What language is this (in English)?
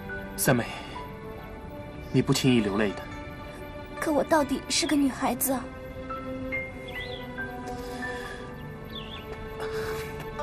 Chinese